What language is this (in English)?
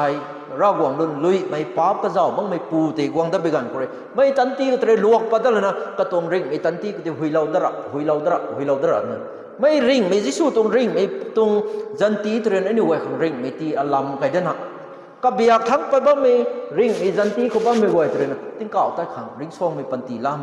Rongmei Naga